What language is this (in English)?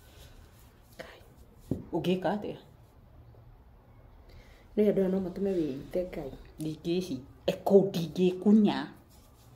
Kikuyu